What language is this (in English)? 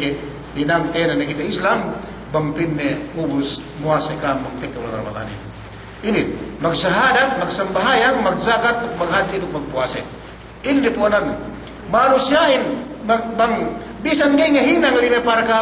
Yakan